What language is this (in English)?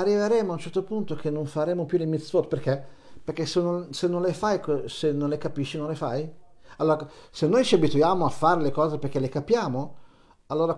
Italian